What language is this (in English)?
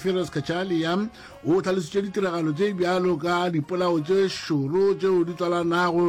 Northern Sotho